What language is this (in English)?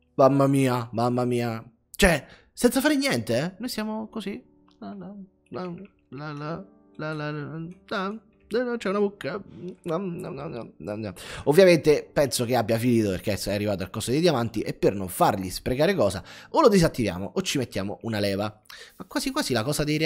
Italian